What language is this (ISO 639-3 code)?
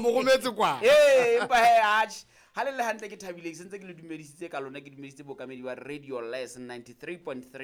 sot